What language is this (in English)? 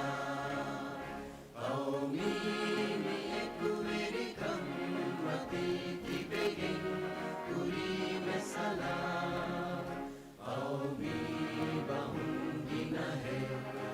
Divehi